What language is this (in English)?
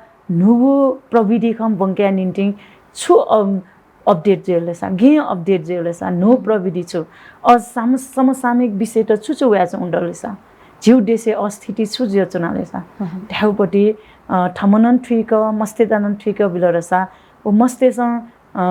Newari